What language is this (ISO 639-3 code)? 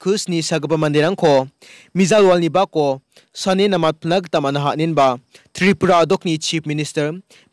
grt